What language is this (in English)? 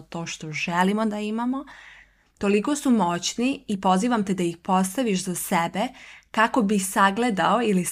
Serbian